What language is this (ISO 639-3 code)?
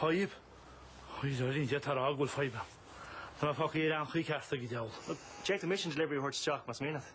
gle